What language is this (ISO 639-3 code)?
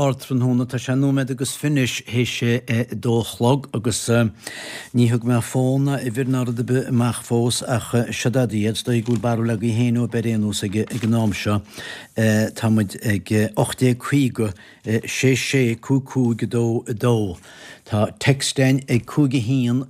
gle